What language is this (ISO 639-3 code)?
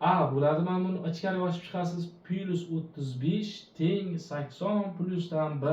uzb